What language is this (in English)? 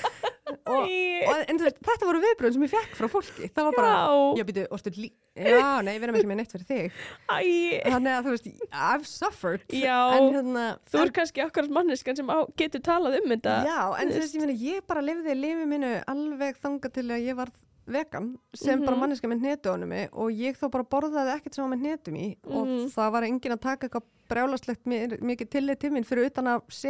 Icelandic